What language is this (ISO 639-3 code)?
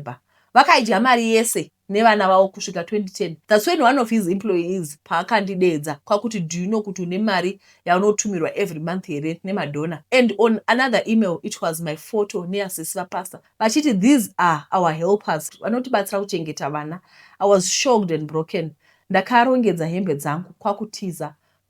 sna